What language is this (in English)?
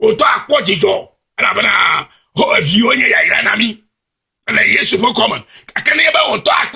Ewe